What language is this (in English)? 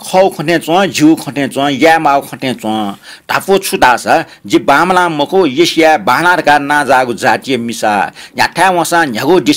Newari